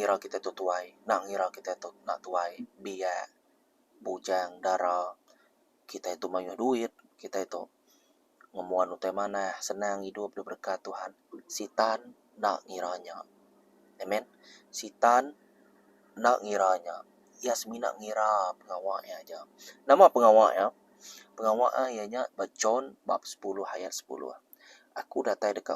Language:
Iban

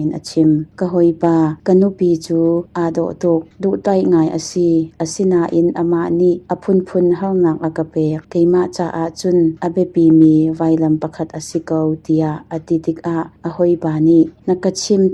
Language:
Hakha Chin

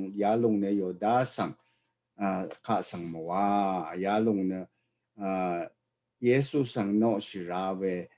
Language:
Rawang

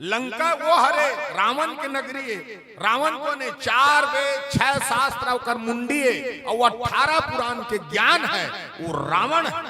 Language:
Chhattisgarhi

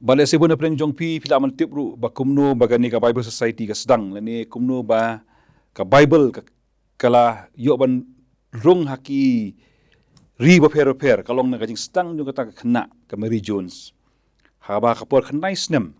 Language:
Khasi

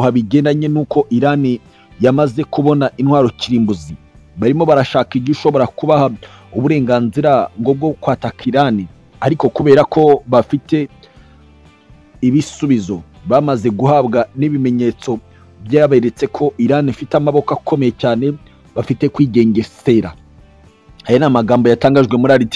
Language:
Kinyarwanda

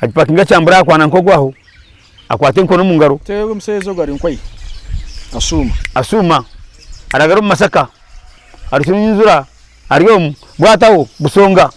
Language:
Nyankole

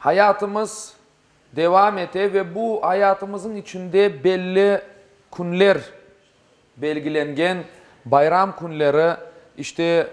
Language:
Crimean Tatar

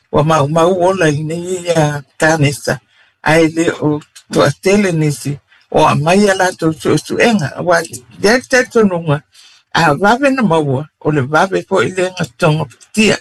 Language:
Samoan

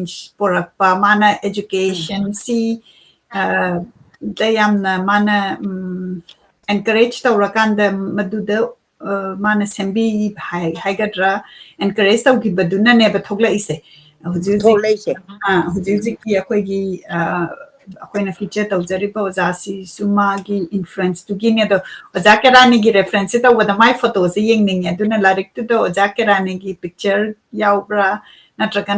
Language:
Manipuri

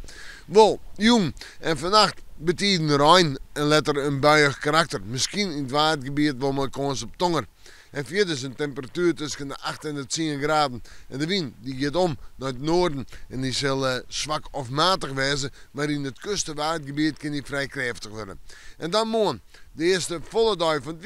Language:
Western Frisian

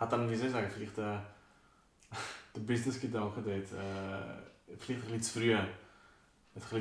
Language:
Swiss German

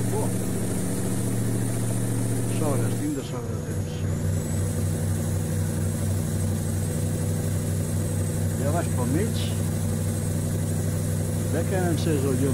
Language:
Catalan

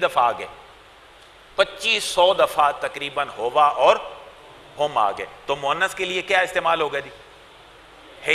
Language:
Urdu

